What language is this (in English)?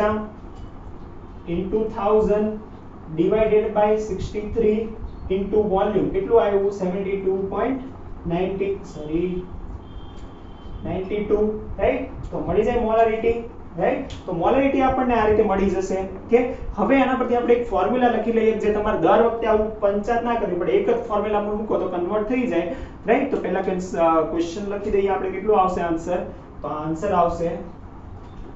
Gujarati